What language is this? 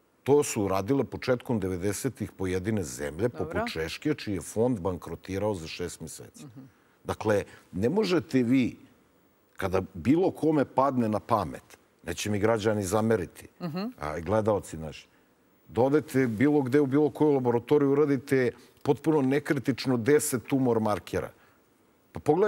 Serbian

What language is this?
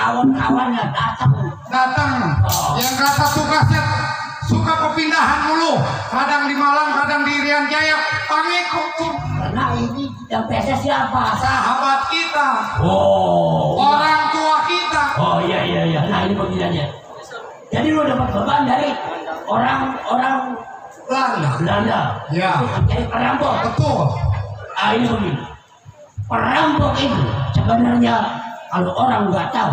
Betawi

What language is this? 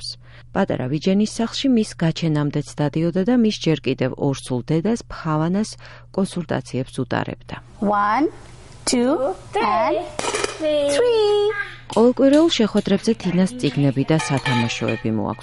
Georgian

